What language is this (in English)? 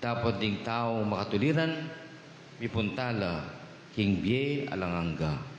Pampanga